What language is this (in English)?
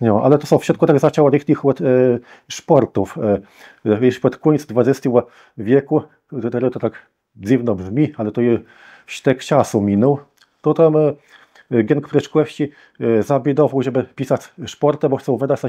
Kashubian